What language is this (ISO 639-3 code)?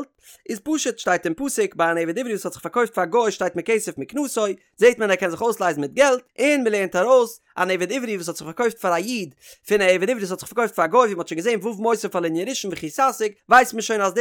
yid